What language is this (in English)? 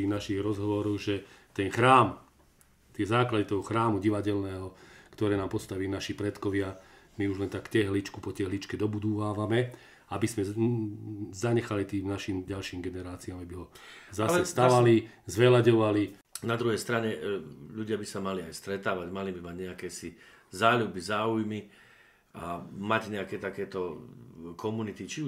Slovak